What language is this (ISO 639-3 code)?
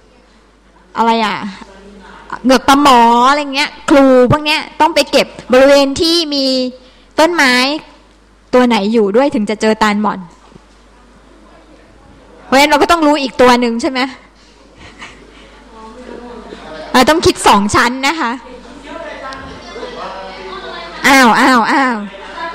tha